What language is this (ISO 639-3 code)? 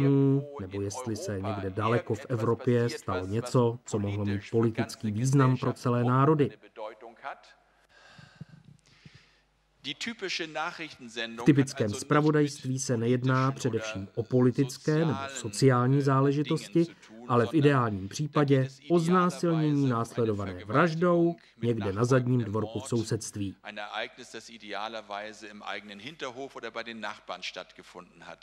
ces